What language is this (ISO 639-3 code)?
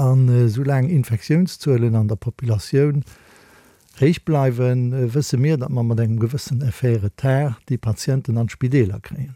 ltz